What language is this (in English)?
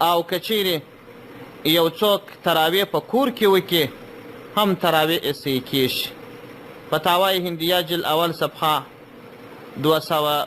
Pashto